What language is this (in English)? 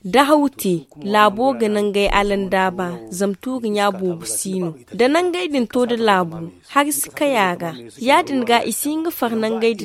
Zarma